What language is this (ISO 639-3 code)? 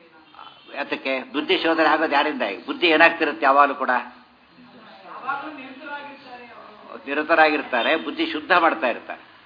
kan